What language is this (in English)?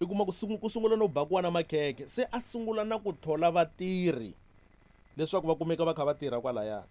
Tsonga